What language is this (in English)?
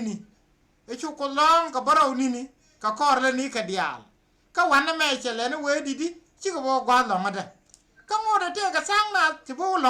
Nuer